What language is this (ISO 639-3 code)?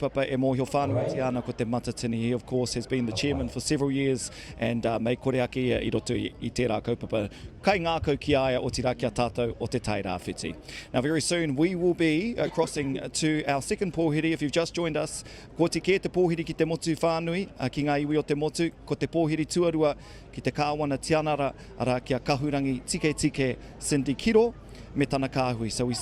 mri